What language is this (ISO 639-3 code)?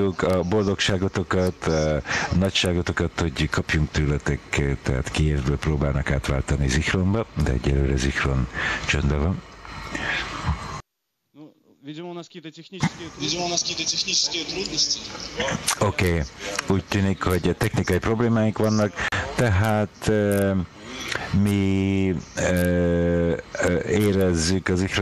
hun